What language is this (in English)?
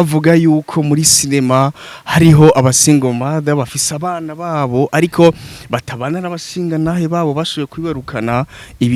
Rundi